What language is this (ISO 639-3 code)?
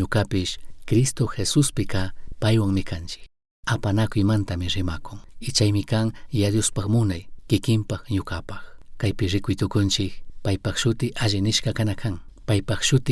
qug